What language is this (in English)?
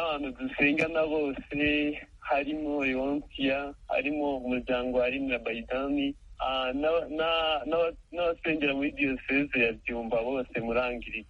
Kinyarwanda